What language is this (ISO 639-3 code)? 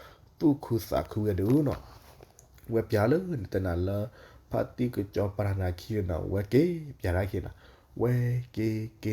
ksw